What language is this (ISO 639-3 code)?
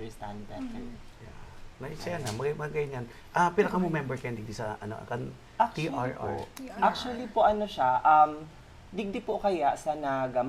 bik